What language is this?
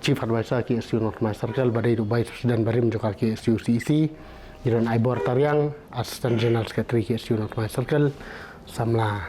Khasi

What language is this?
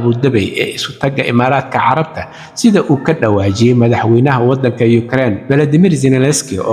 Somali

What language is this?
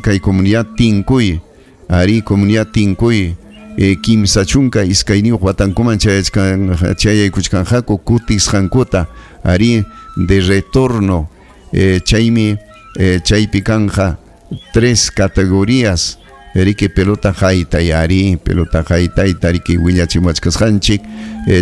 Ayacucho Quechua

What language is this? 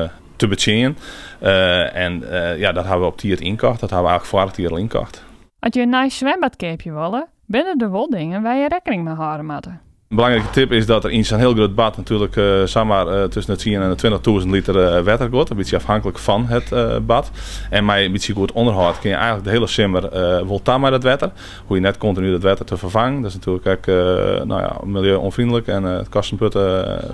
Western Frisian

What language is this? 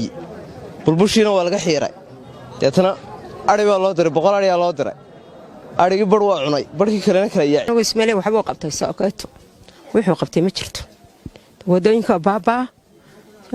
Somali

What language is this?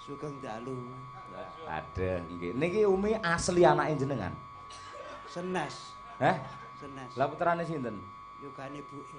Javanese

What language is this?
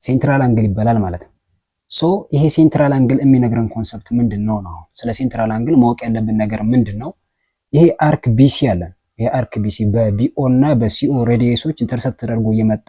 Amharic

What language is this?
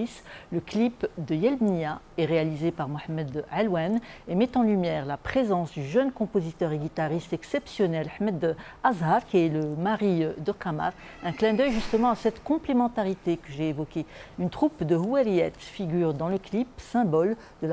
French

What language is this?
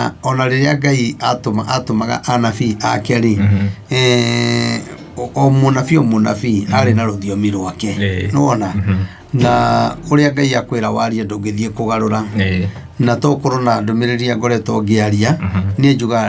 Kikuyu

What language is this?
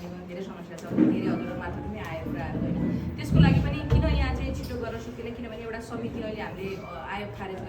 Nepali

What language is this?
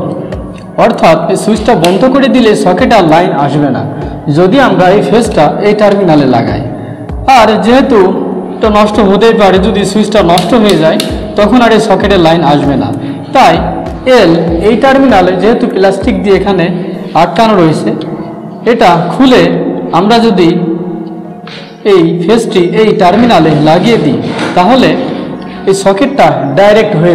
Bangla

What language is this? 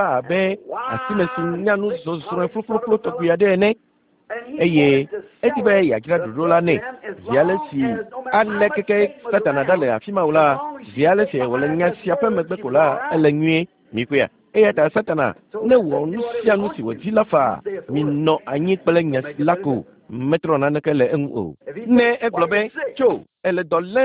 Ewe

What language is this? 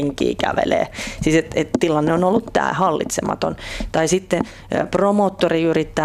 Finnish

